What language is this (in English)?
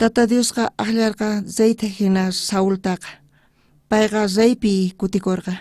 South Bolivian Quechua